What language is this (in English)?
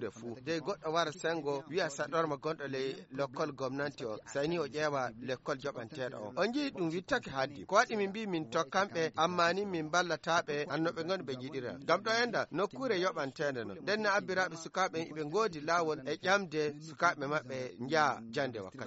Fula